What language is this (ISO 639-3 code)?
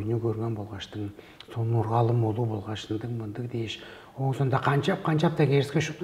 tyv